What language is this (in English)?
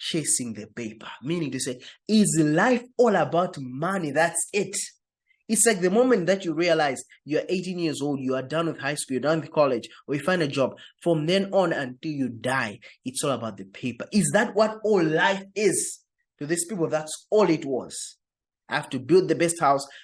English